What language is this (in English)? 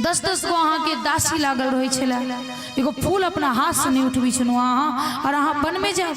Maithili